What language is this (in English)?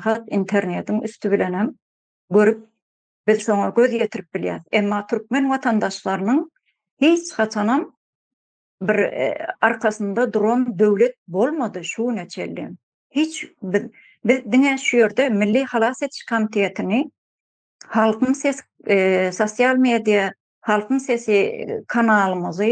Turkmen